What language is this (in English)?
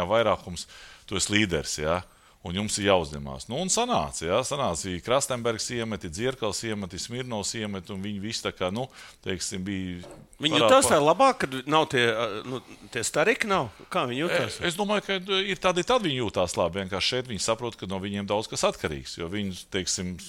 Latvian